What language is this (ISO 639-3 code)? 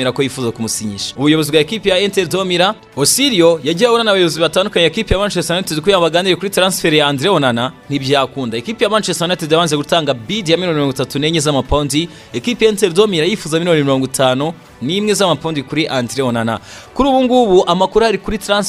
kin